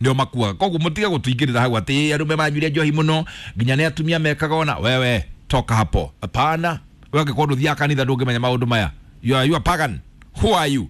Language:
Kikuyu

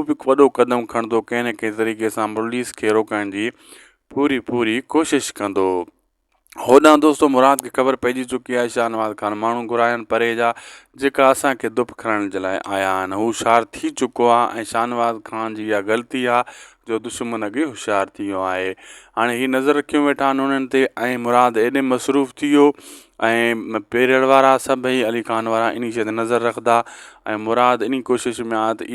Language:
Sindhi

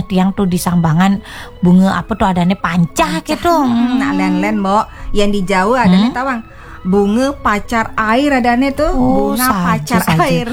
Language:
Balinese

